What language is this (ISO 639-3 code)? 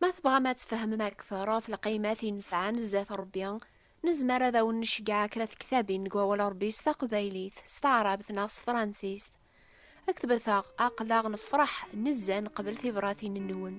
kab